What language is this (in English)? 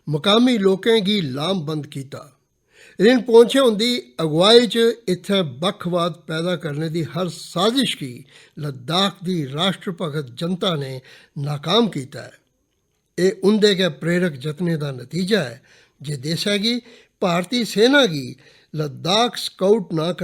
Dogri